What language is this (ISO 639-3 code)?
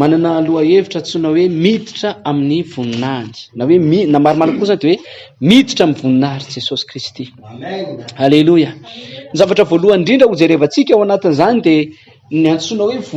mlg